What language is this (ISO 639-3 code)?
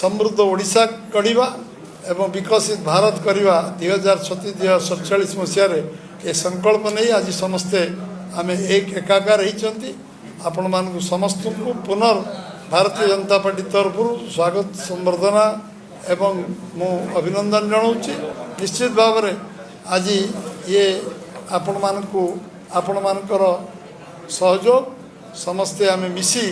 ori